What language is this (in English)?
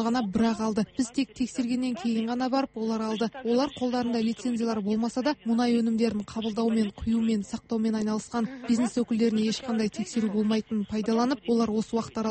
Kazakh